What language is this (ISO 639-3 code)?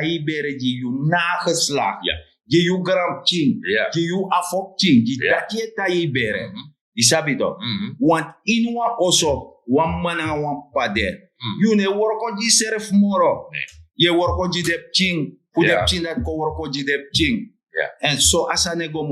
srn